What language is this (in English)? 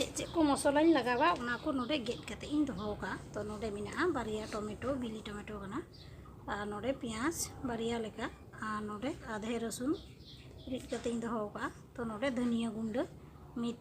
Santali